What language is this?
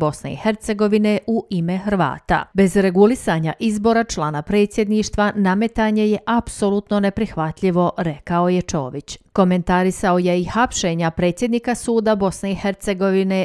Bosnian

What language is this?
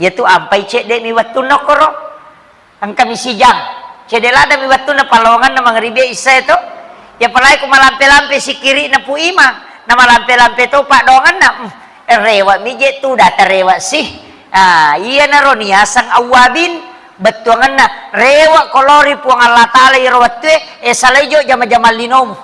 Buginese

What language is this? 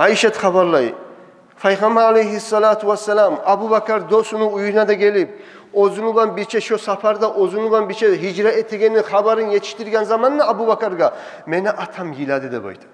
Kumyk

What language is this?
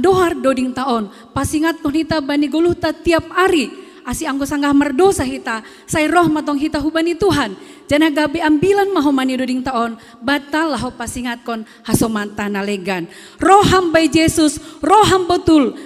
Batak Simalungun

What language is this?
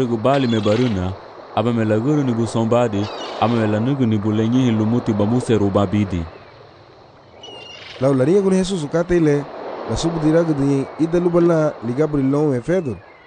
Garifuna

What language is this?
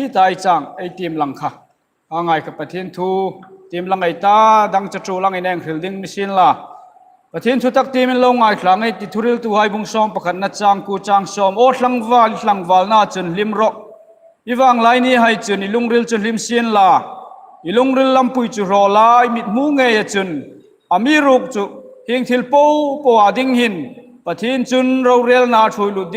Hmar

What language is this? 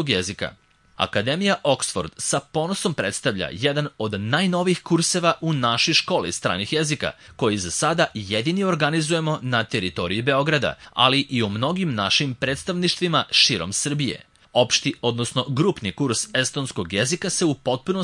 Serbian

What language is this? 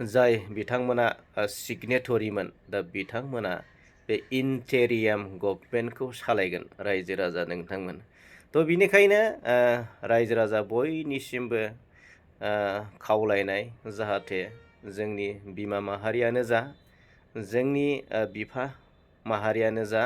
Bodo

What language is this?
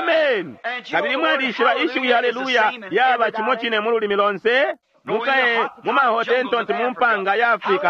Bemba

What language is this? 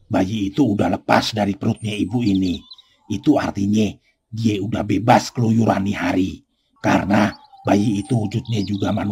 Betawi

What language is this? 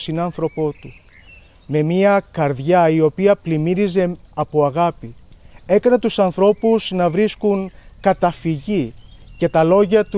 Greek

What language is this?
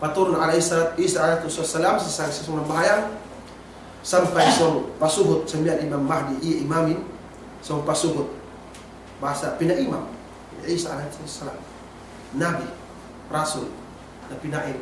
Yakan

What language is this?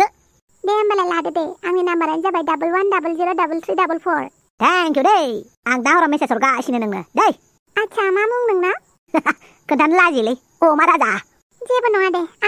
Bodo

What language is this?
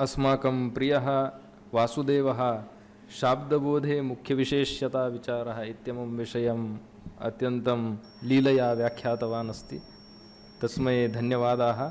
Sanskrit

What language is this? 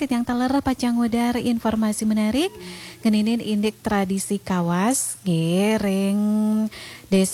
Balinese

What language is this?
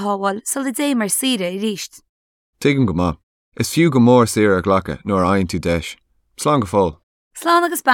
Irish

